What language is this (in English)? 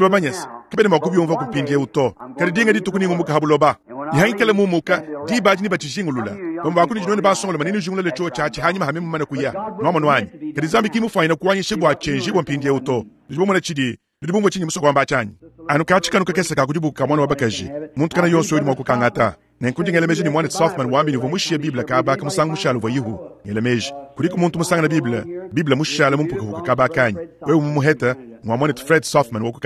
Luba-Lulua